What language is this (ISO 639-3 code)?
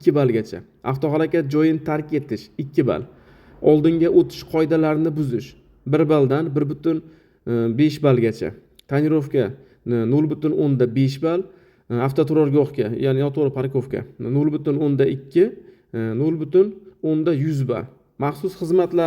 uzb